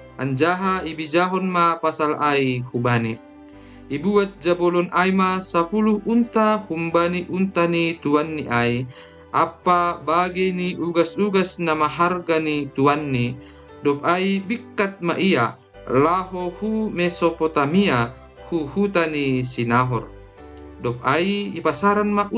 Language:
Batak Simalungun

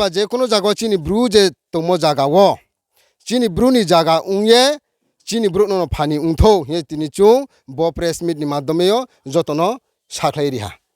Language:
Riang (India)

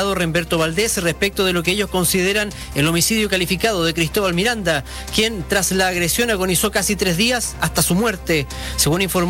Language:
Spanish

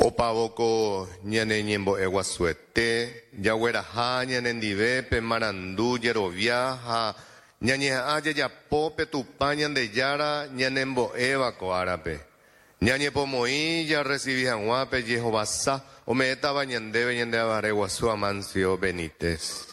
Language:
Guarani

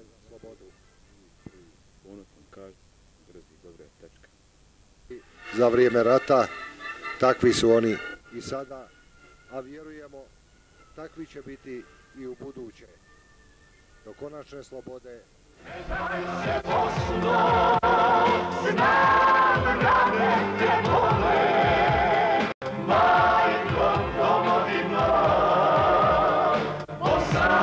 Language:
Bosnian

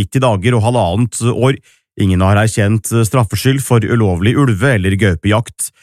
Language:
Norwegian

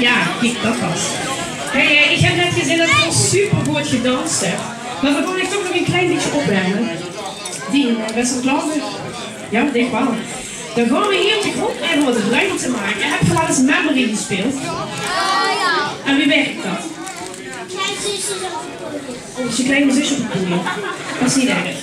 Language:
Limburgish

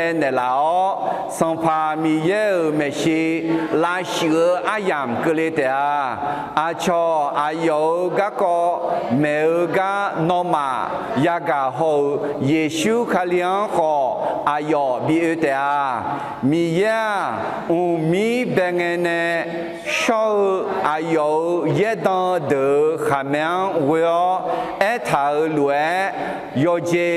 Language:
Akha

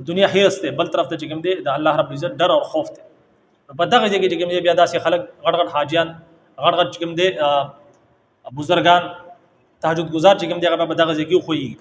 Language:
Pashto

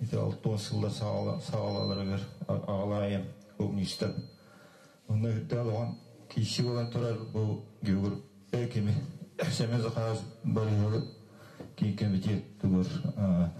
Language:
Yakut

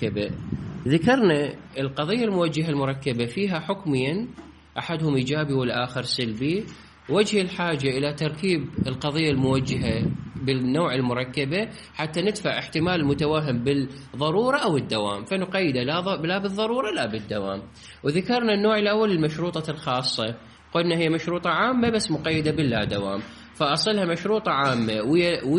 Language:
Mesopotamian Arabic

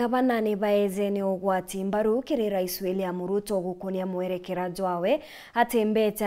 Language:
Meru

